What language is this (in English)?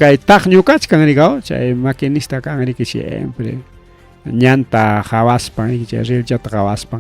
Ayacucho Quechua